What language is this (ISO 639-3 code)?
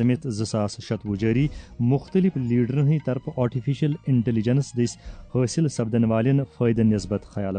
kas